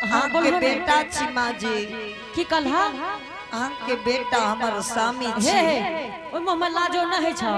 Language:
Angika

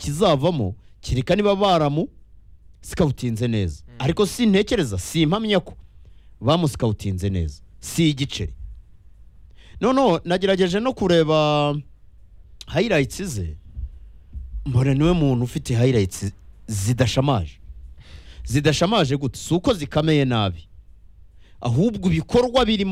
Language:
Kinyarwanda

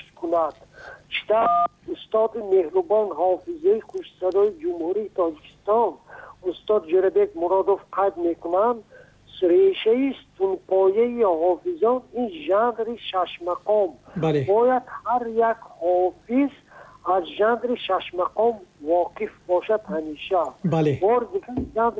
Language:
Tajik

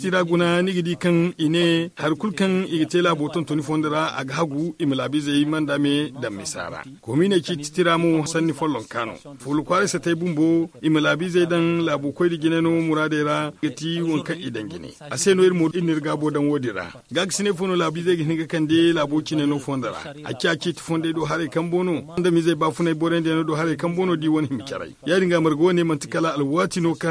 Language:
Zarma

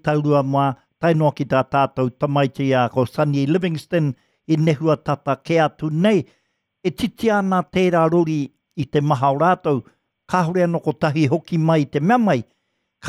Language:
Māori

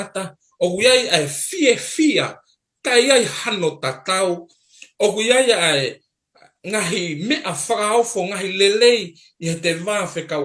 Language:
Tongan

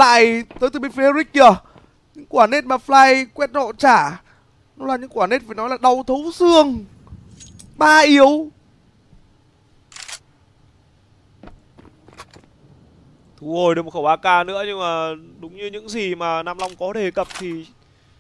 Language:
Vietnamese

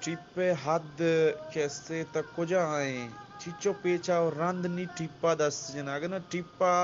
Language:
Eastern Balochi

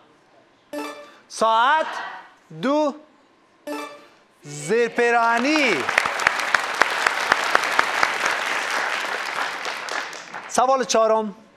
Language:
Persian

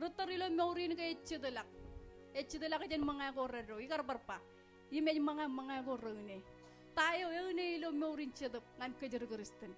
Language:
Marshallese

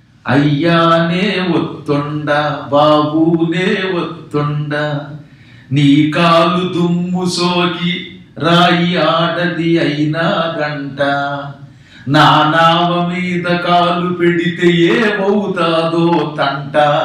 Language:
Telugu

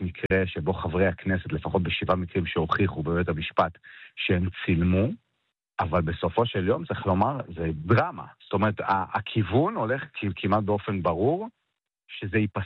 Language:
Hebrew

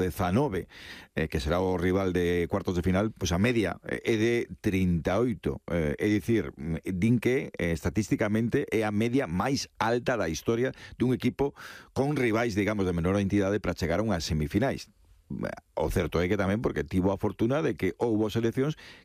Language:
Galician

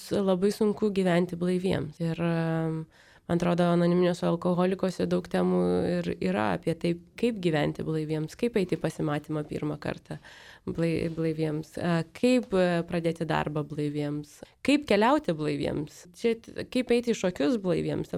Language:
Lithuanian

